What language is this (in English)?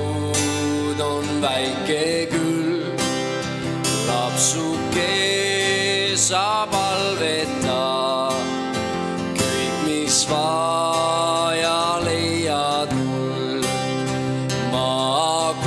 Estonian